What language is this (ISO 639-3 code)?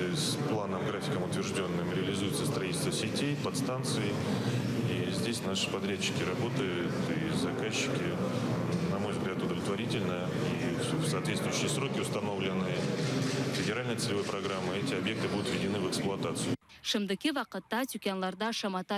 crh